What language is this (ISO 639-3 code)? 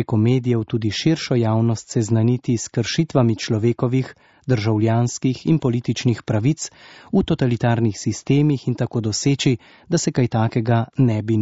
slv